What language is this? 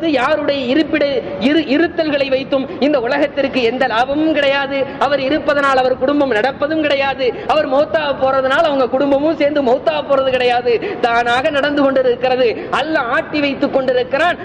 Tamil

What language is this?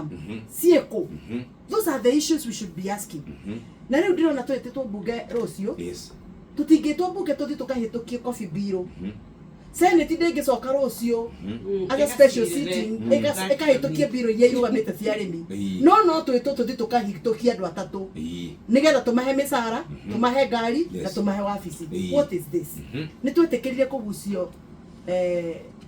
Kikuyu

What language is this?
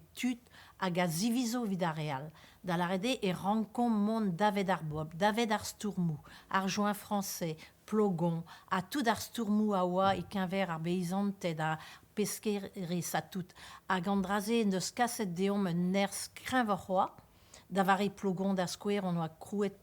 Breton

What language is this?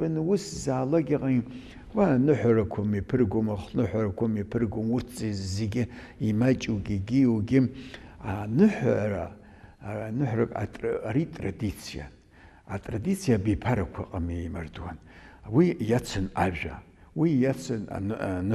Abkhazian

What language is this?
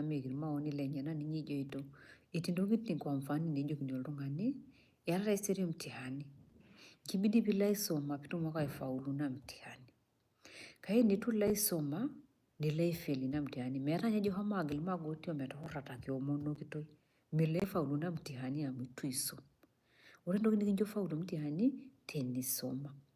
Masai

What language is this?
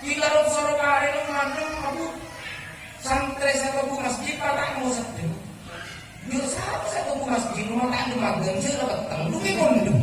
Madurese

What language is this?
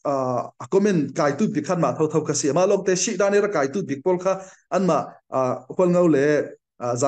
Falam Chin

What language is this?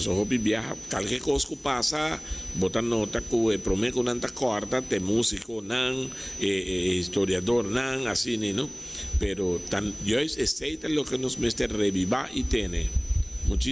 Papiamento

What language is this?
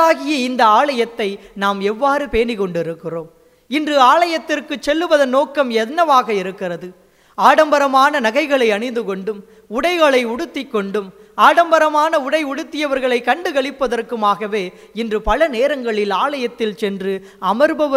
Tamil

